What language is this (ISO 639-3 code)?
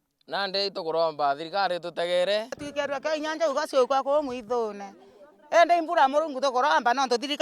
mer